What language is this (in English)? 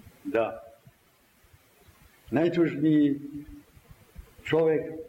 Serbian